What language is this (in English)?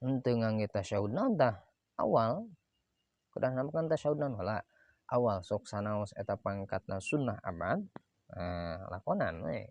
Sundanese